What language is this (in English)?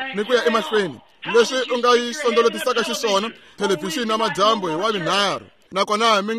Tsonga